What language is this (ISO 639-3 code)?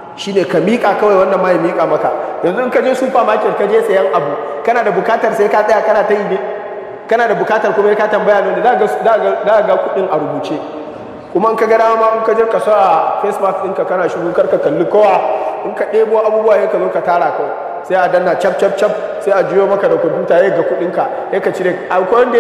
hau